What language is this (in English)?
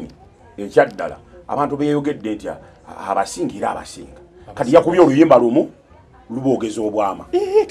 Ganda